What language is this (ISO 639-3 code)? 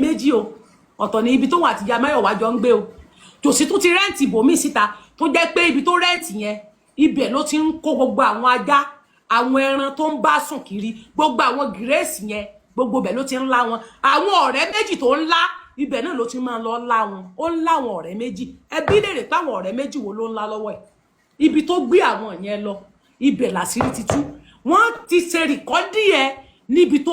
yor